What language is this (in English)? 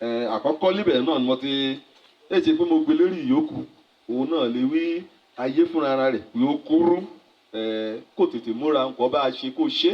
Yoruba